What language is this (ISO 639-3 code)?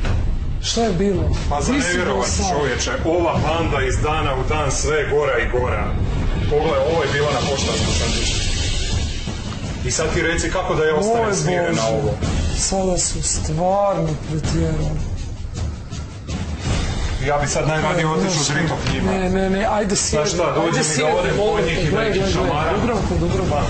hrv